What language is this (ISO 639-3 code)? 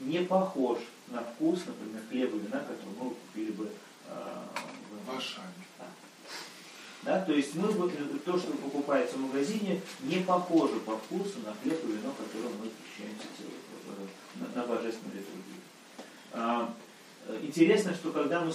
rus